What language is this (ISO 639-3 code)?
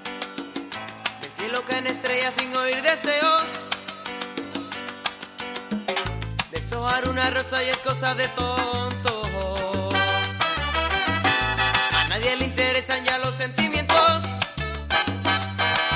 spa